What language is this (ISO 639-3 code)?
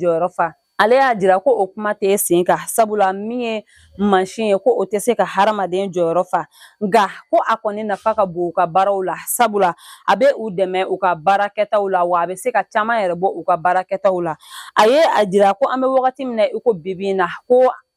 bam